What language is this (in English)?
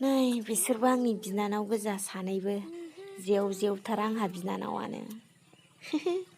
Bodo